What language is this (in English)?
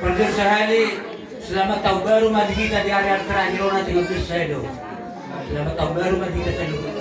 Batak Toba